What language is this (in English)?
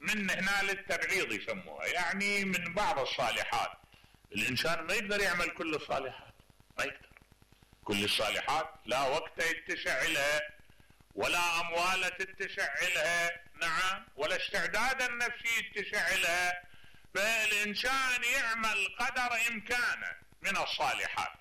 Mesopotamian Arabic